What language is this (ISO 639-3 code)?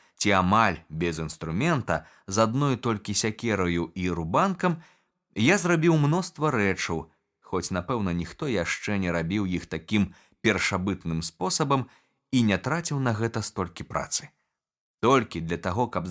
bel